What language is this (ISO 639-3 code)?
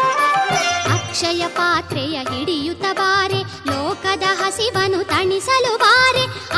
kan